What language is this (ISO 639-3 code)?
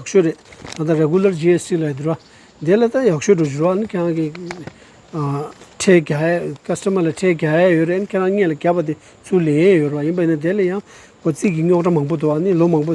bod